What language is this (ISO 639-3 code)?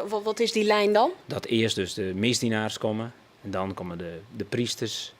fry